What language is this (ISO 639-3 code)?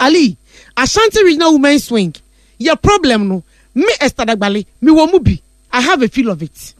aka